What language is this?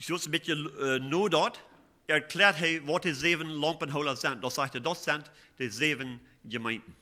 Plautdietsch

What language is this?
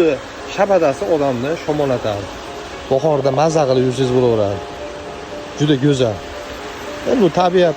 Uzbek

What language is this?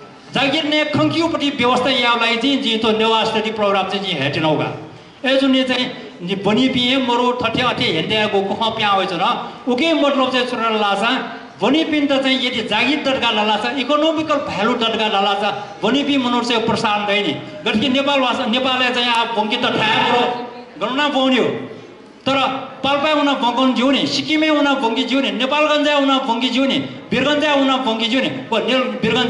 Newari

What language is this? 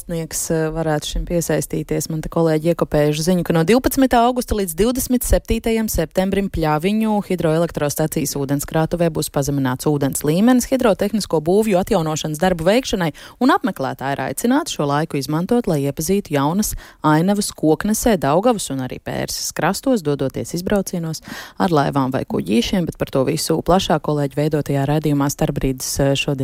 Latvian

